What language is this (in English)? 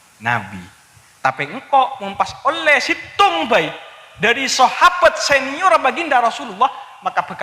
Madurese